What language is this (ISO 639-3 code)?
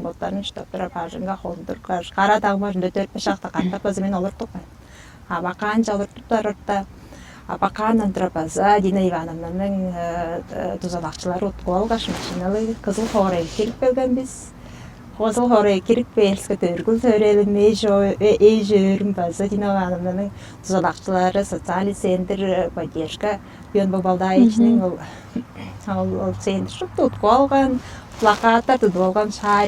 tyv